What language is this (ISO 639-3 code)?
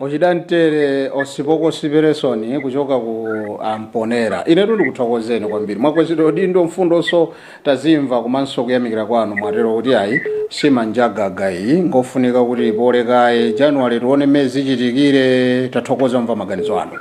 nya